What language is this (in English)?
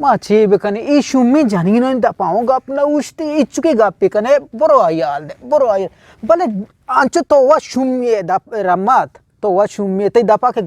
Eastern Balochi